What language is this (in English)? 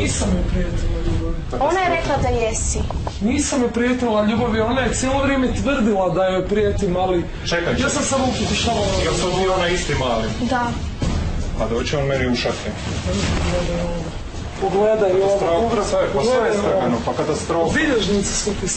Croatian